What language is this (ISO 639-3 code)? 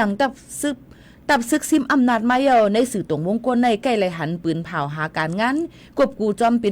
shn